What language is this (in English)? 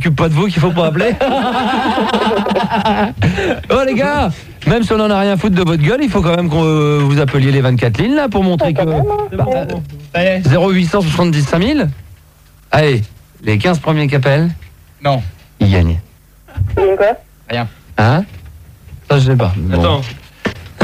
French